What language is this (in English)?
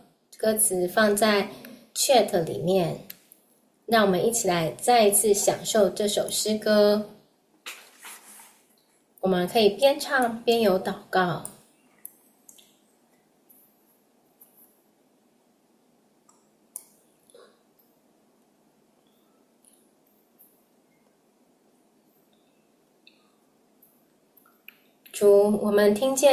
Chinese